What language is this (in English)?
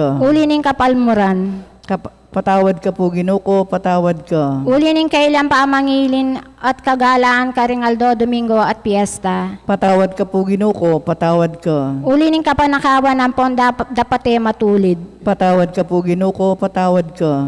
Pampanga